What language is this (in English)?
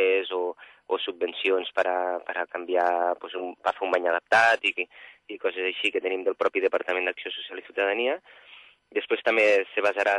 Catalan